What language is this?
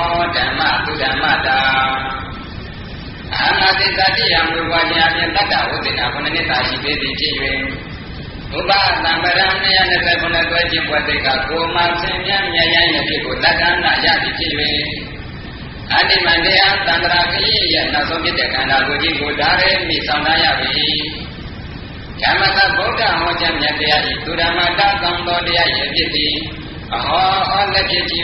Burmese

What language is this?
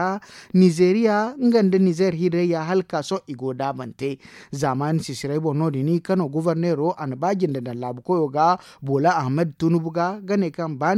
Zarma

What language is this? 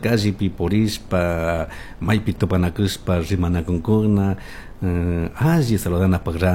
Chimborazo Highland Quichua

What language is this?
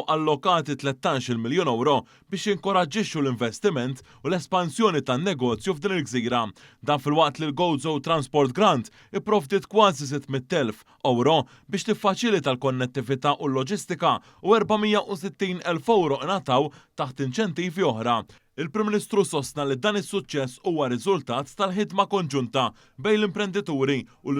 Maltese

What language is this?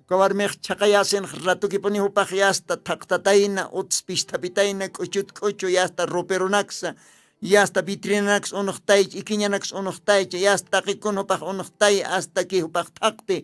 Aymara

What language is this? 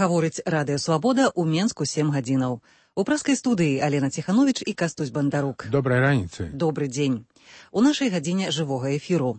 Belarusian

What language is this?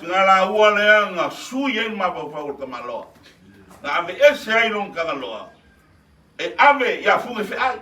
Samoan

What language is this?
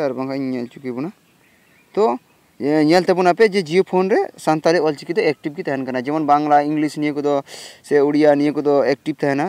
Santali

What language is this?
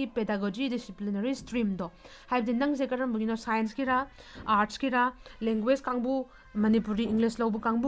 Manipuri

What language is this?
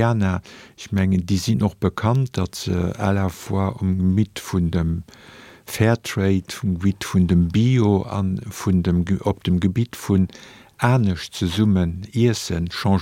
Luxembourgish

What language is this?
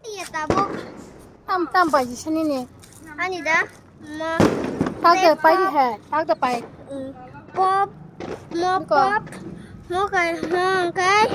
Kok Borok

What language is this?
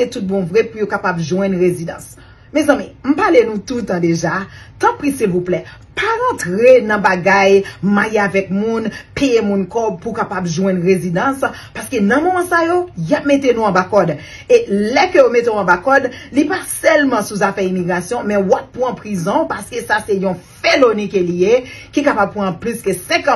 Haitian Creole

